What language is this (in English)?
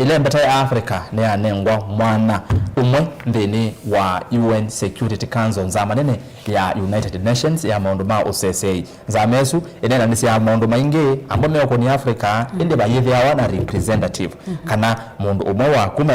Kamba